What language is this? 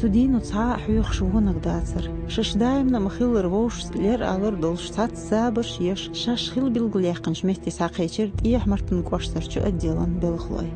Chechen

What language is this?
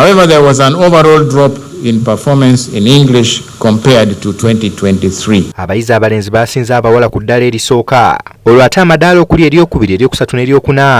Ganda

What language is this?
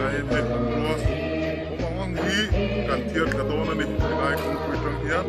Mizo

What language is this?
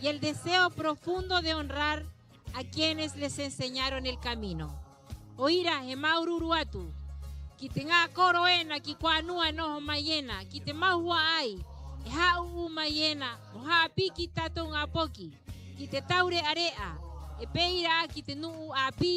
Rapanui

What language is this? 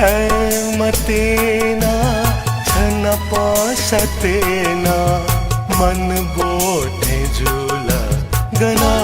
Newari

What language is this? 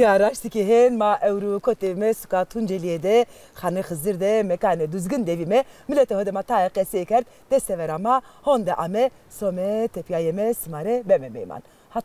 Zaza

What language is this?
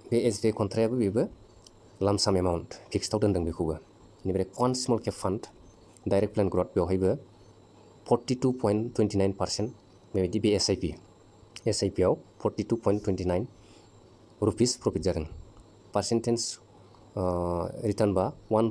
Bodo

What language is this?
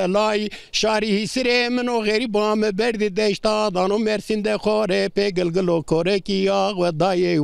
Zaza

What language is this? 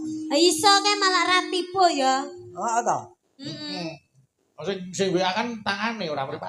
Javanese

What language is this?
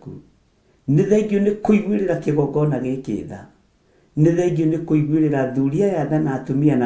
Kikuyu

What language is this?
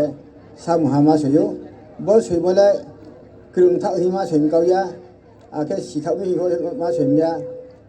Riang (India)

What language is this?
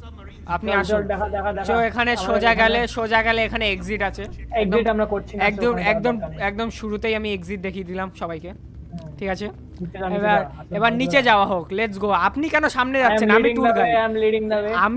Bangla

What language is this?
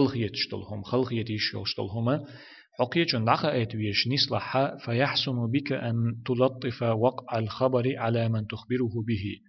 Chechen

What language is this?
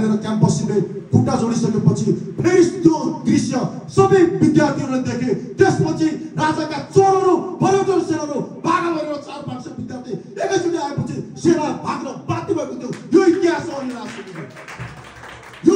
Nepali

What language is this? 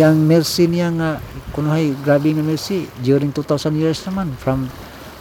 Cebuano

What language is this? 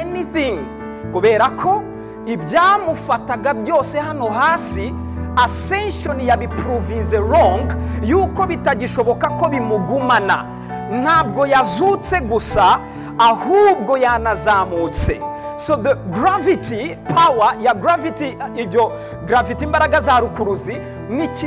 Kinyarwanda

